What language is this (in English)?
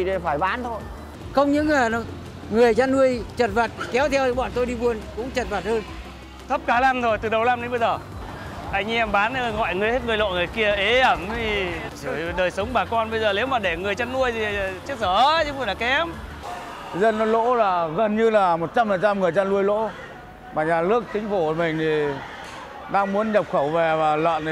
Vietnamese